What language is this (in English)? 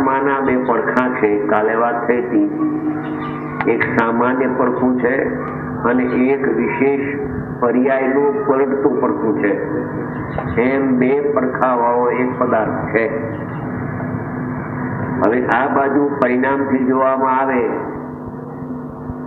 Gujarati